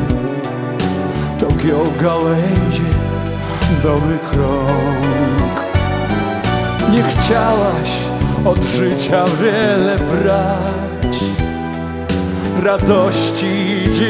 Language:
Polish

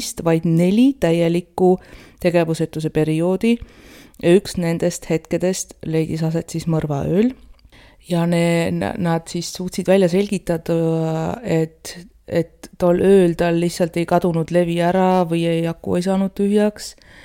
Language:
Estonian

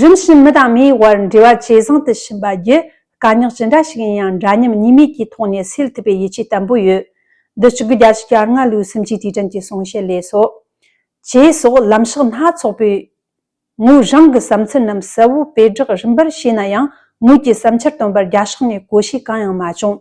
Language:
Tibetan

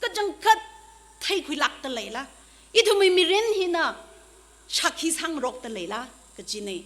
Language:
Tangkhul Naga (India)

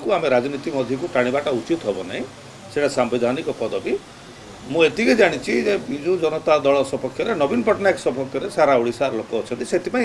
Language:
Odia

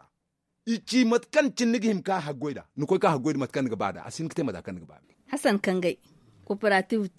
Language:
Zarma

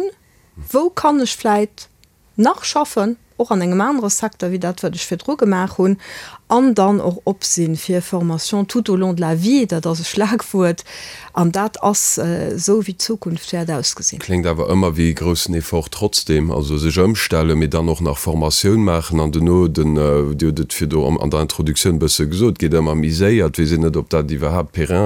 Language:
Luxembourgish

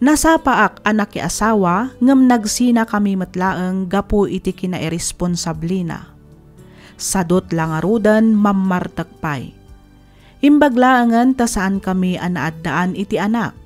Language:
Iloko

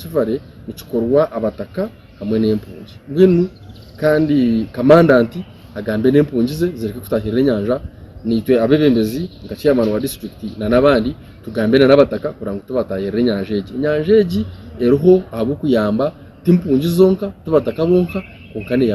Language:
Nyankole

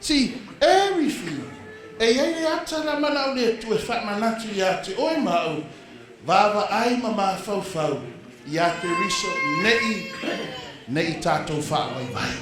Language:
Samoan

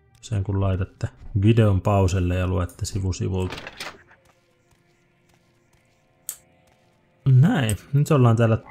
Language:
Finnish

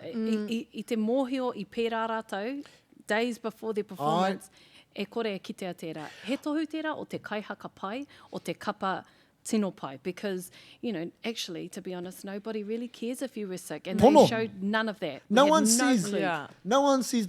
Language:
Māori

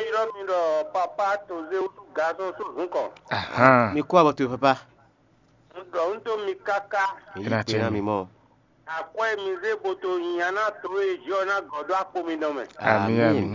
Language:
Fon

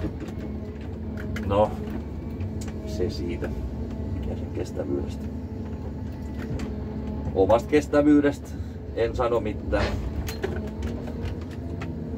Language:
Finnish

